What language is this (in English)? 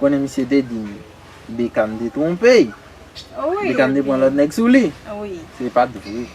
Haitian Creole